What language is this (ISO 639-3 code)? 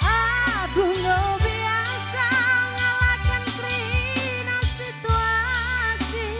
btx